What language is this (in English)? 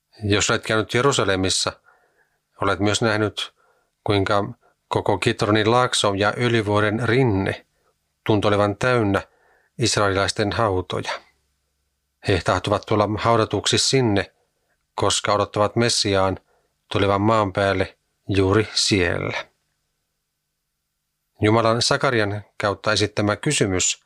Finnish